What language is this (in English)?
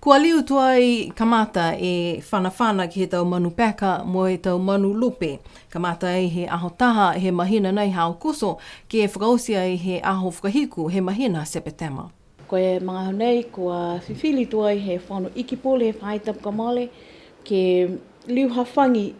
Niuean